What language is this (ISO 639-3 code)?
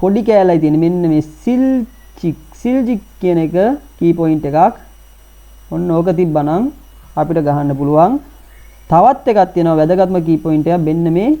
sin